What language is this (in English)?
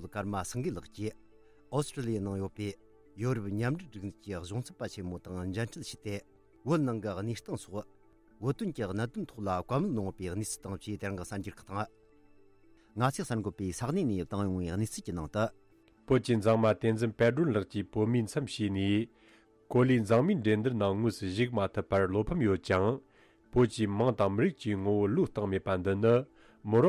Tibetan